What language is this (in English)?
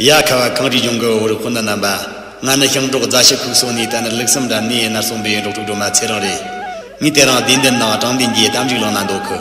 Tibetan